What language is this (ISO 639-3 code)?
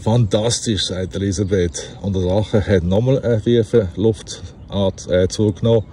gsw